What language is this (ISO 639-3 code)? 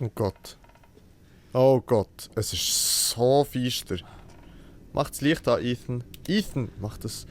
gsw